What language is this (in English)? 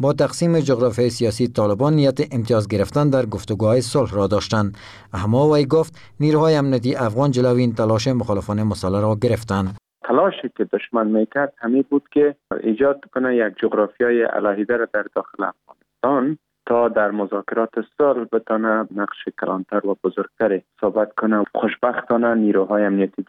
Persian